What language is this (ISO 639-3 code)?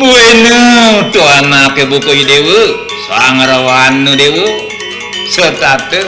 ban